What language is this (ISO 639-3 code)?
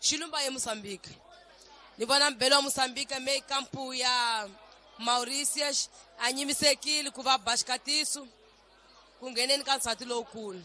tso